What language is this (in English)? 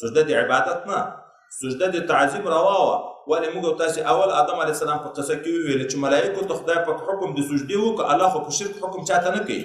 Pashto